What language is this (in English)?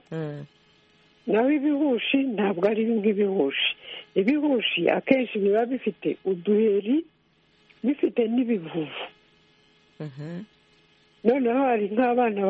Kinyarwanda